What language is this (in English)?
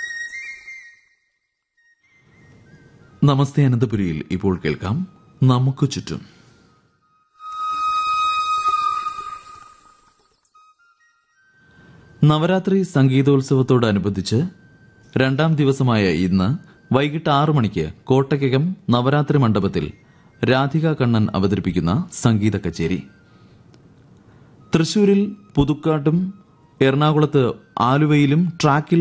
Malayalam